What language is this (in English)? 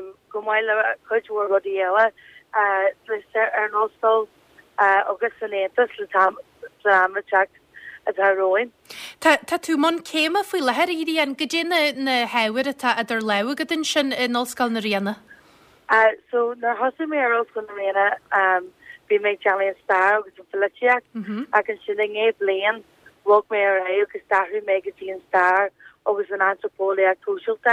Irish